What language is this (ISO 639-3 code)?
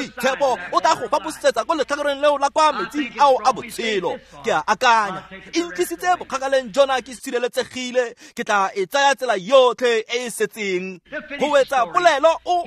tsn